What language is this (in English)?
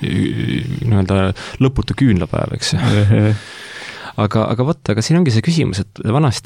Estonian